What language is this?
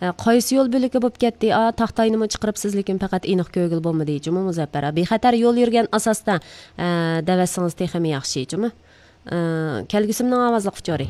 Uyghur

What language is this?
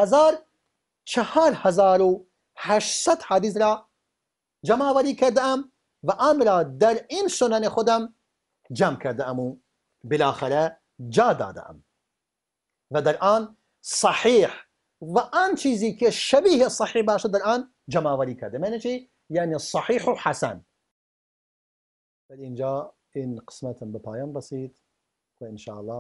Persian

